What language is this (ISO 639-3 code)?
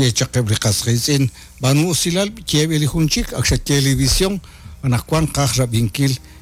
kek